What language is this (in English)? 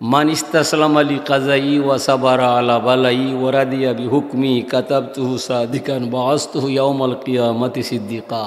Sylheti